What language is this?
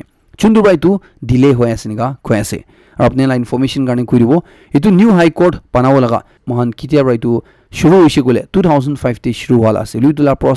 Naga Pidgin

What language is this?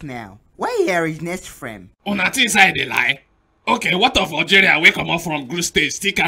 Nigerian Pidgin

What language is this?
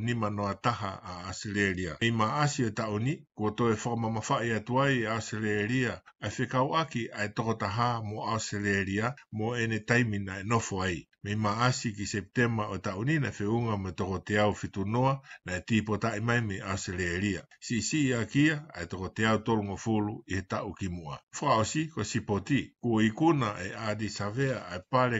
Tongan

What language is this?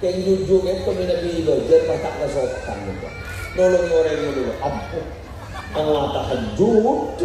Madurese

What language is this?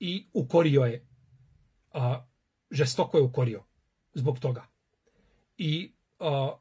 Bosnian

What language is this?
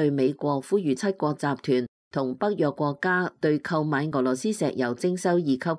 Cantonese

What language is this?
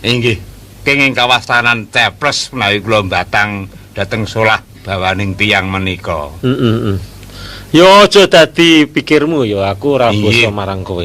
Javanese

